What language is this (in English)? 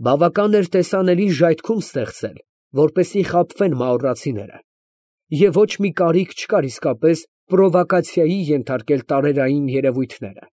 Armenian